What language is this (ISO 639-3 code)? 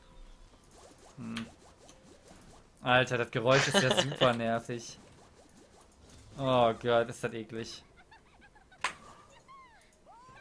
deu